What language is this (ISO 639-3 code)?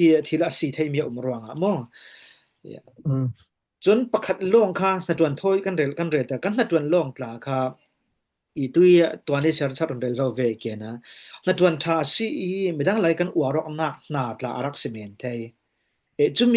cfm